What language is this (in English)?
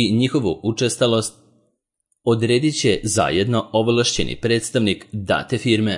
Serbian